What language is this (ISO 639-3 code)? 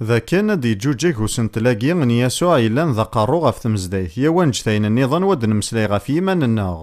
kab